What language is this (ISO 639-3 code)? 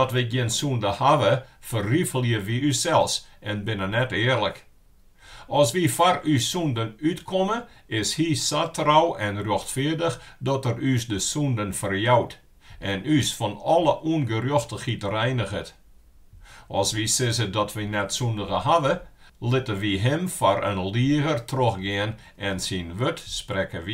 fry